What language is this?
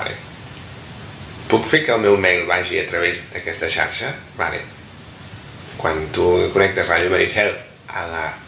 Catalan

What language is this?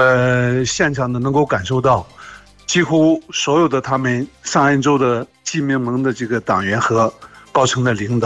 Chinese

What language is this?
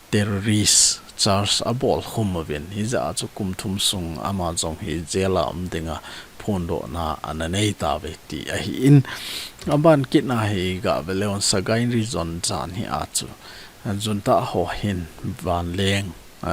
Thado Chin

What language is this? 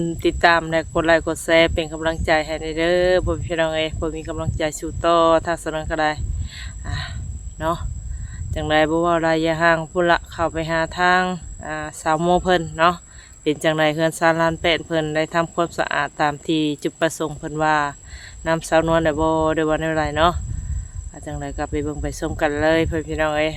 Northeastern Thai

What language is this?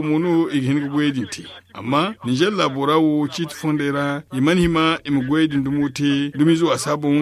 Zarma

